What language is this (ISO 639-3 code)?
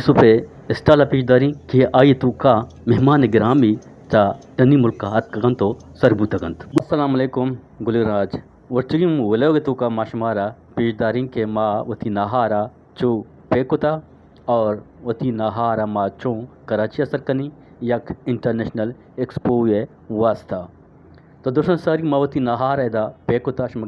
bgp